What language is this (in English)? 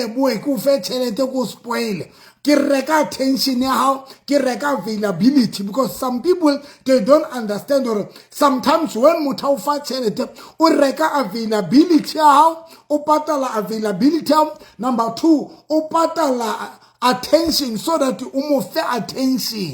Southern Sotho